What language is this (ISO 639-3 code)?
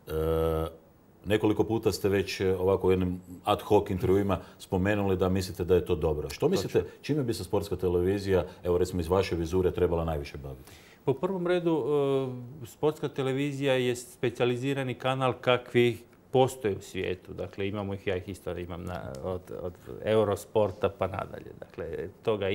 hrv